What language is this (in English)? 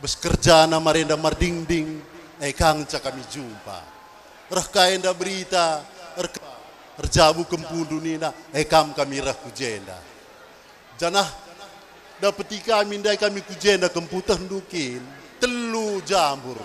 Batak Karo